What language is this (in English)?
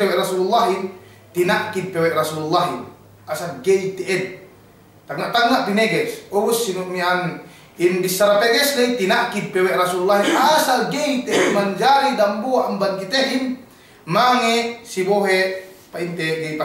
Yakan